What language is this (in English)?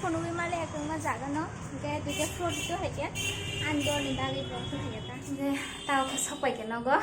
Kok Borok